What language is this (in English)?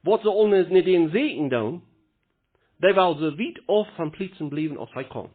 Plautdietsch